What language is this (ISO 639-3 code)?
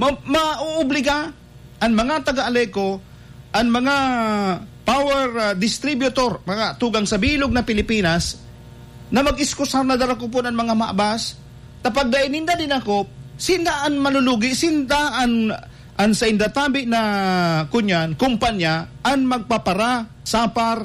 bik